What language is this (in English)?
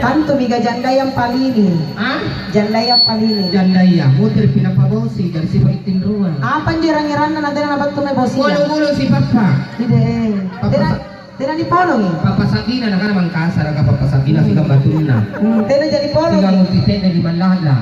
Makasar